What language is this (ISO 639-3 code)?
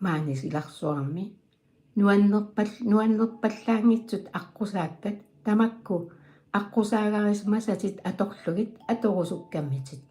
kal